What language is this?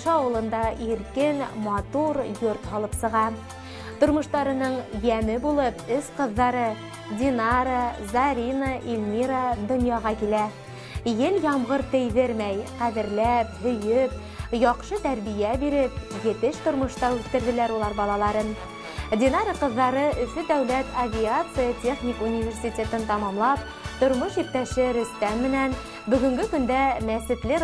Bashkir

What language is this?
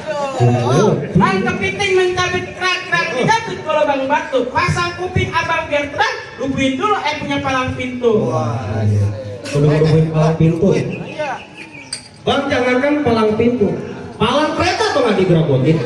Betawi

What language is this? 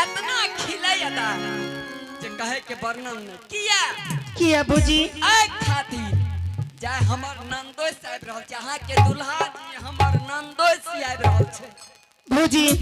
Angika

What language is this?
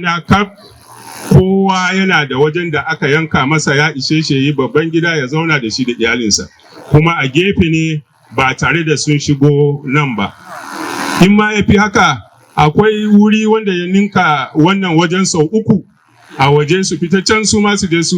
Hausa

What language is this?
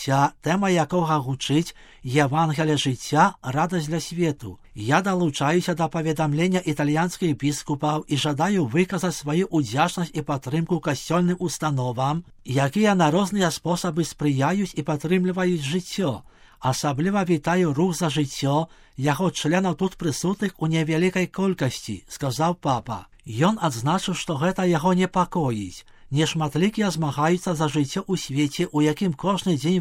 Belarusian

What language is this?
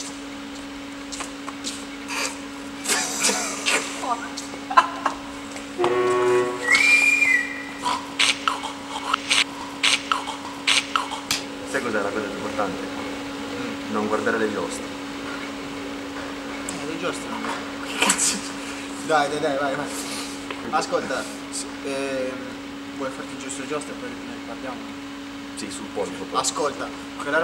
Italian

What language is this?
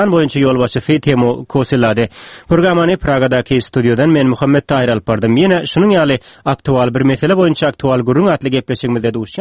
Turkmen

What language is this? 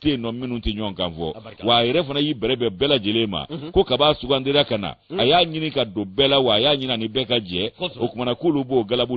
Bambara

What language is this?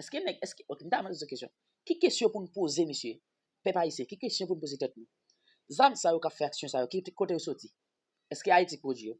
Haitian Creole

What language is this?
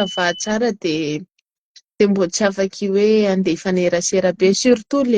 Malagasy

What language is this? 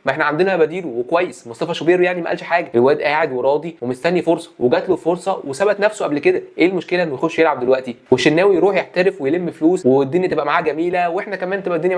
Egyptian Arabic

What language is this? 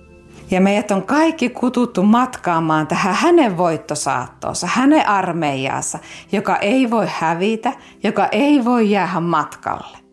Finnish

